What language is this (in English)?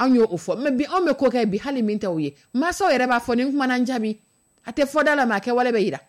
Dyula